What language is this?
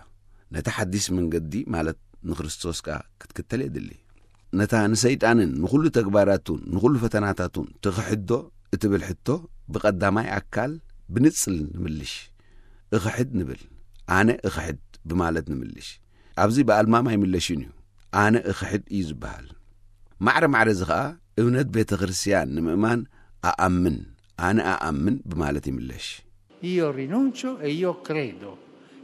Tigrinya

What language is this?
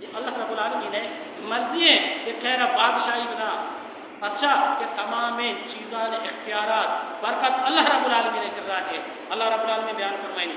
Baluchi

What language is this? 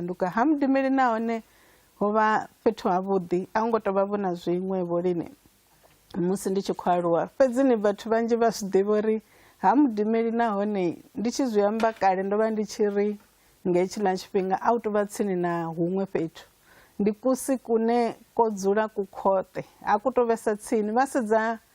Venda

